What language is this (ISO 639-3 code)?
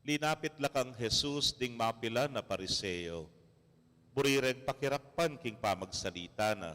pam